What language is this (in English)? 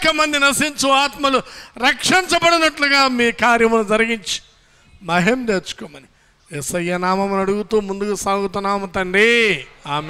Telugu